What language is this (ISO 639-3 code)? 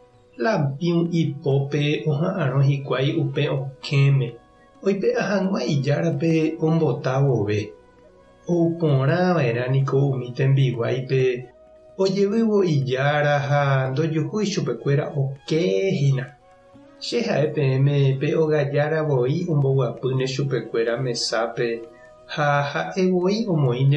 grn